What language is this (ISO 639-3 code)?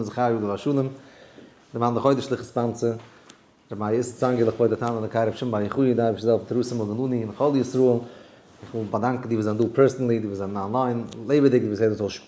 yid